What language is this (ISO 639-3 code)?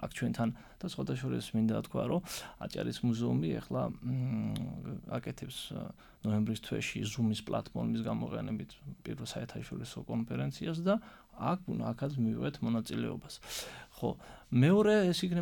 kat